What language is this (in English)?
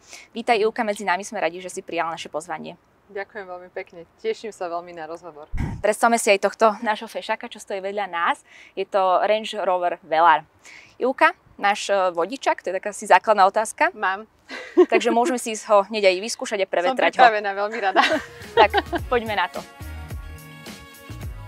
Slovak